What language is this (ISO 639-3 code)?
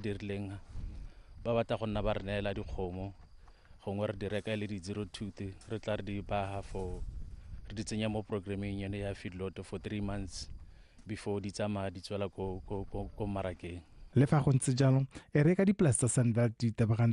tsn